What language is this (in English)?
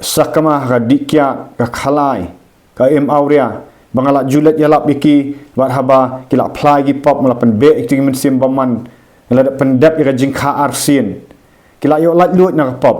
Khasi